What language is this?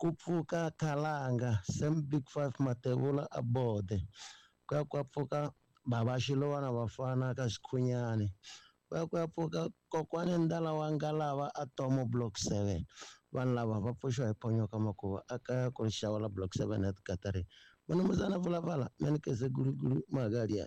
Tsonga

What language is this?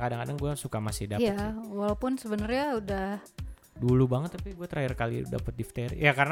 Indonesian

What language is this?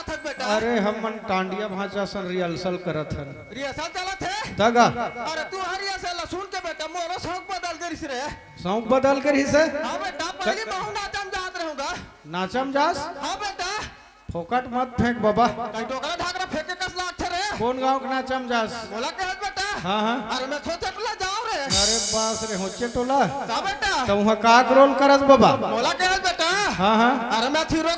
Chhattisgarhi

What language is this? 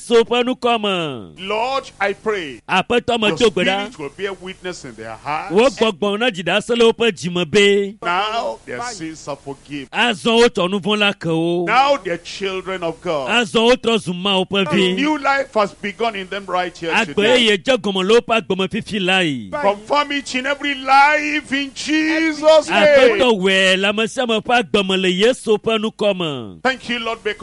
Ewe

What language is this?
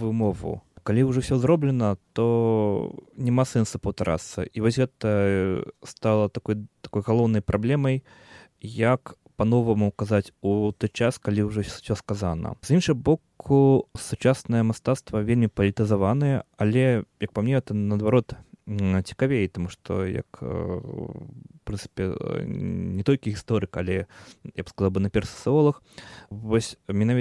Belarusian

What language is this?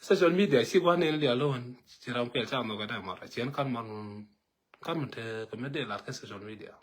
Nuer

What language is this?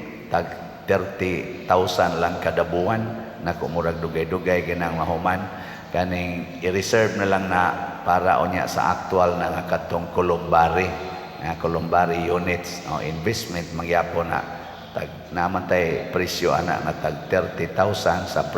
Cebuano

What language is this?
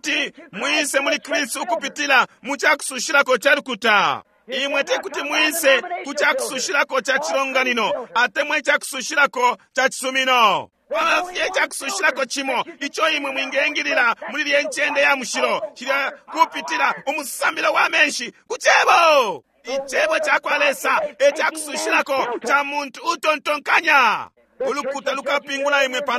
Bemba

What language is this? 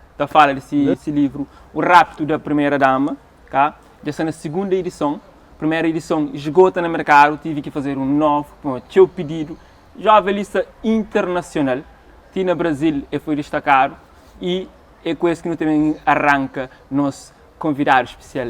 Kabuverdianu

